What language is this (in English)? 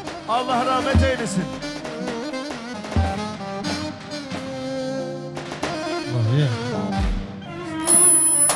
Turkish